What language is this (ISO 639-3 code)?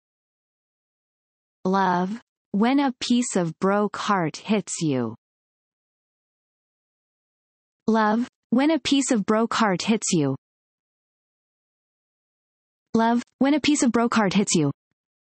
eng